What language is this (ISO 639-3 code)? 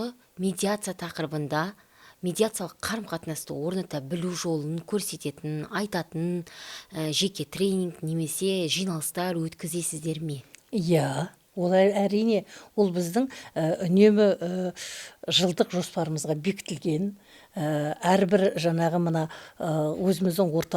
kaz